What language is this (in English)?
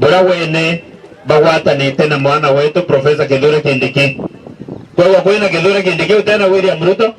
Meru